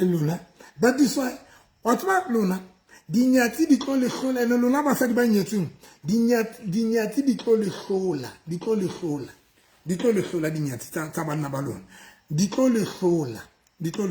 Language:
Southern Sotho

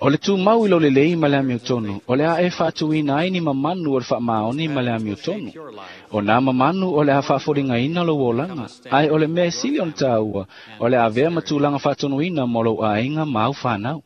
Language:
Samoan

